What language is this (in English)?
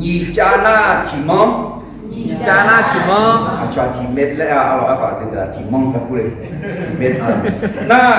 Akha